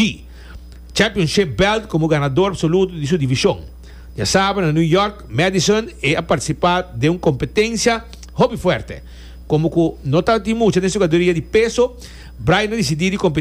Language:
Papiamento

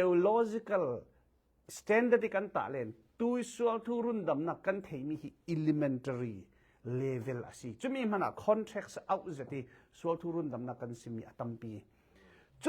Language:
Falam Chin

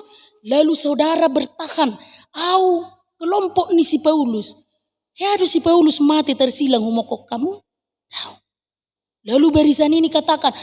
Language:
Batak Toba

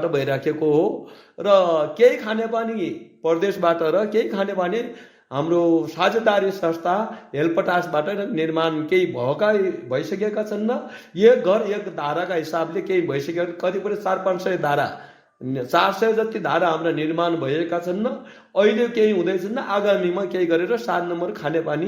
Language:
Nepali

